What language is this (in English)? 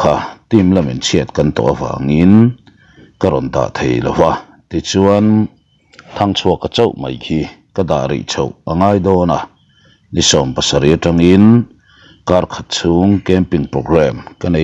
Mizo